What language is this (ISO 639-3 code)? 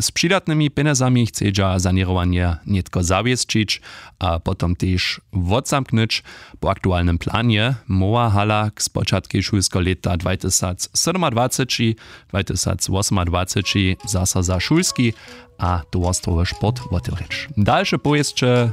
hsb